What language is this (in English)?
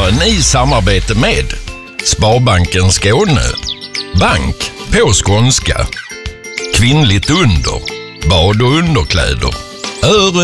Swedish